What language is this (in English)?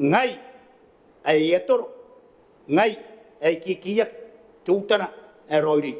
Gilbertese